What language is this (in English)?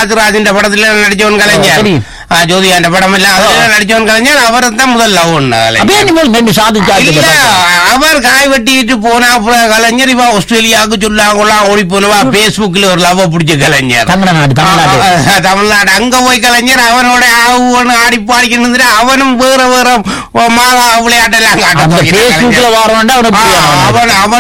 Tamil